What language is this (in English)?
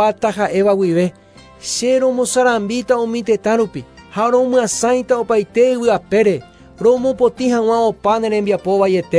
Guarani